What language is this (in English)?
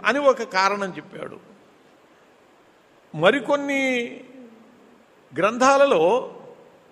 Telugu